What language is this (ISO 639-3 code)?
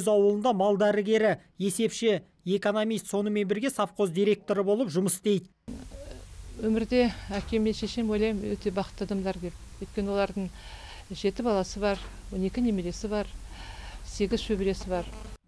kaz